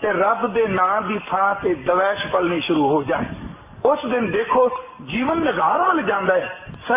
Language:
Punjabi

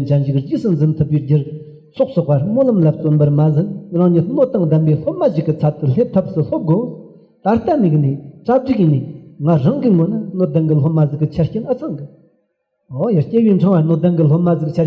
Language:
Tibetan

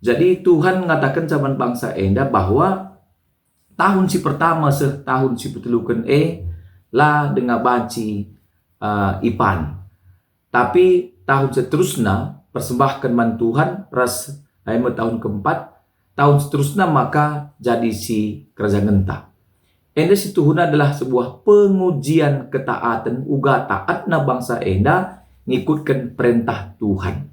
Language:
Batak Karo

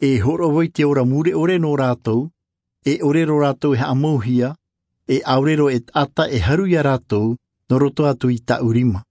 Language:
Tahitian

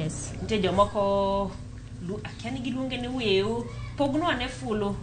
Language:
Luo (Kenya and Tanzania)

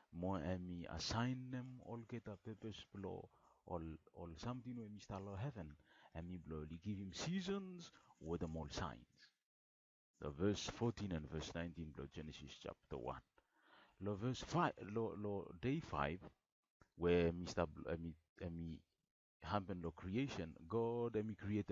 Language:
Bislama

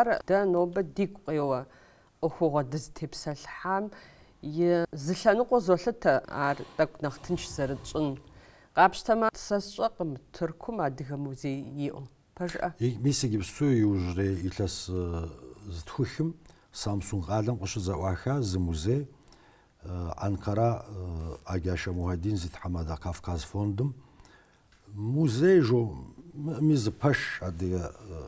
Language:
Kabardian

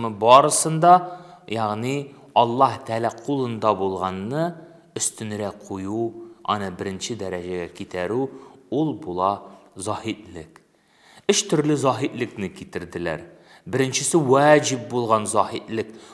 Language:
Tatar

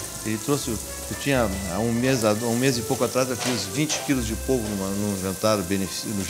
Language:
Portuguese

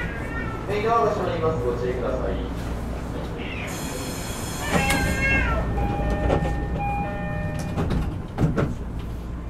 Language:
Japanese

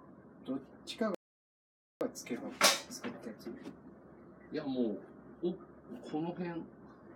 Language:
Japanese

